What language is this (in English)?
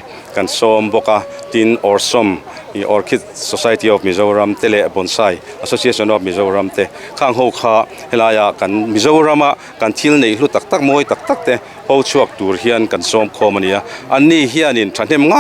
Mizo